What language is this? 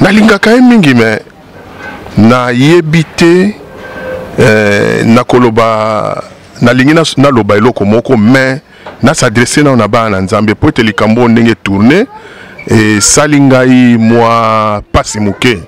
Lingala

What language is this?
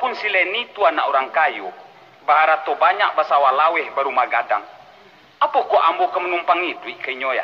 Minangkabau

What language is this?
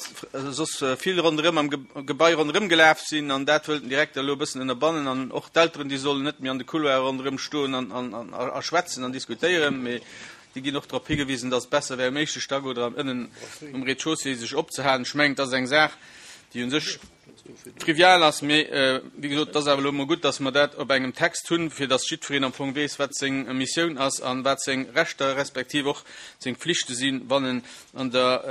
Luxembourgish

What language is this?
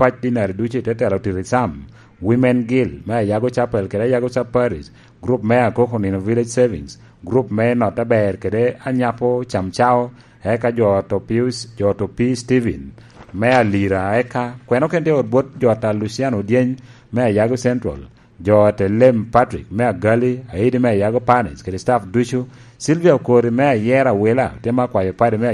Lango (Uganda)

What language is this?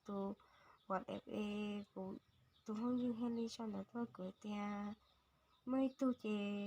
Hmong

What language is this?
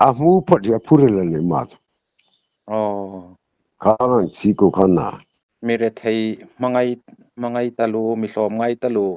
Hmar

